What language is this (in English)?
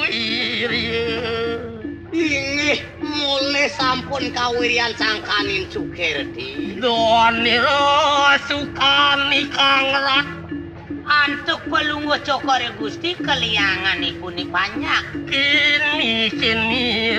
Balinese